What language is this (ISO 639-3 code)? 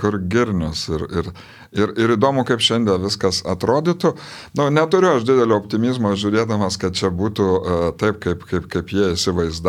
lit